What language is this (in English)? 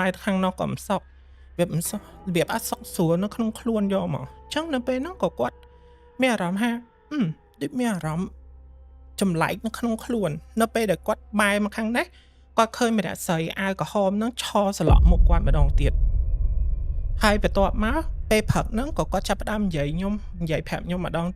Khmer